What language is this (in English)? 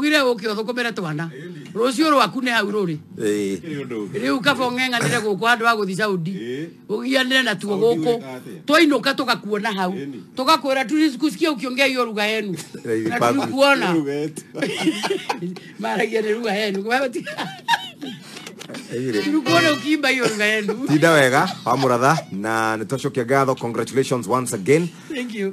Kikuyu